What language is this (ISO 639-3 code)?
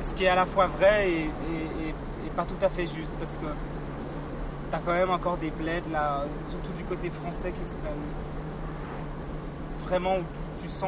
fra